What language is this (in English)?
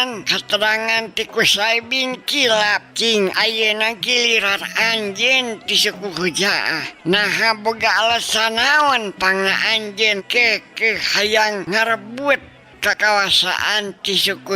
Sundanese